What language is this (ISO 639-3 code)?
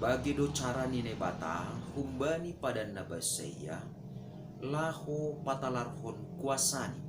bts